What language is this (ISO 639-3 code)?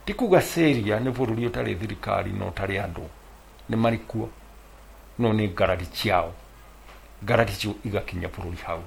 kik